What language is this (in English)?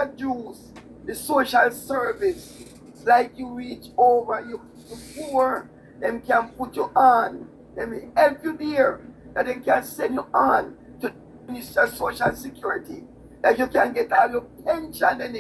Jamaican Creole English